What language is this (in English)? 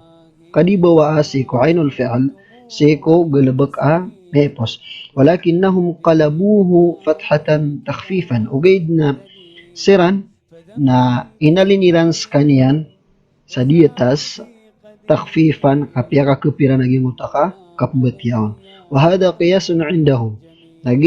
Maranao